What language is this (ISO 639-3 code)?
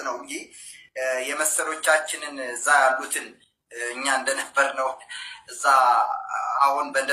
amh